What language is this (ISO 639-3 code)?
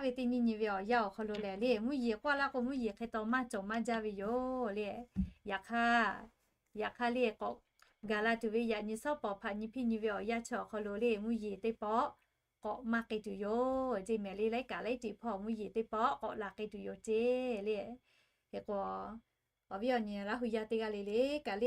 lhu